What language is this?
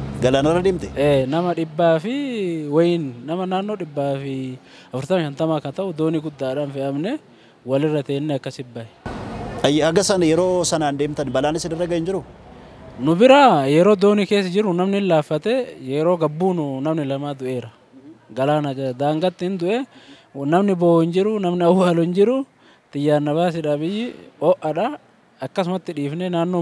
Oromo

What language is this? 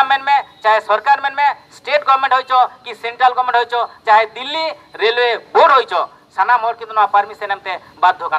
Santali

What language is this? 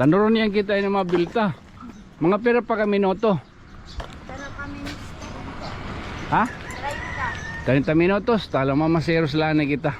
Waray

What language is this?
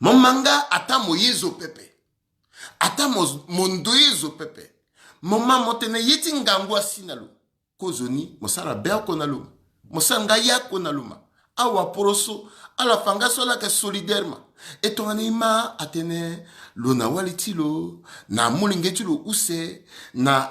Sango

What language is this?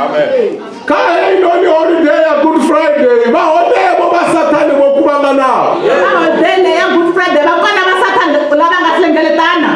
Venda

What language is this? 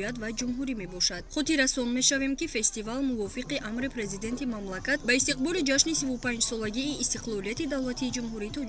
Tajik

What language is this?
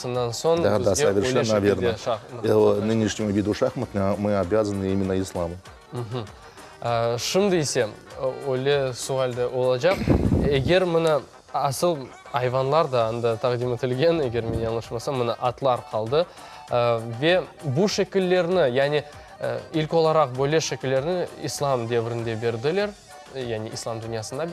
Crimean Tatar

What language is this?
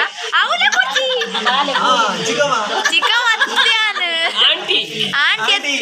Tulu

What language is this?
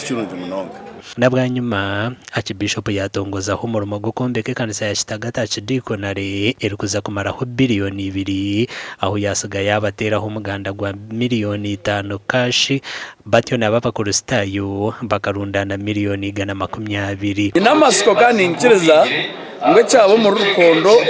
Nyankole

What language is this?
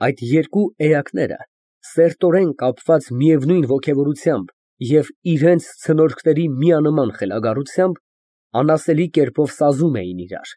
Armenian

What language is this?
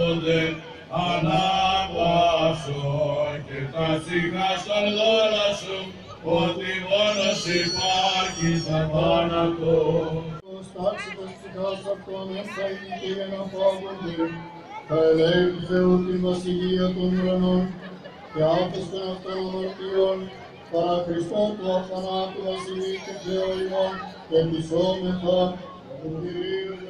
Greek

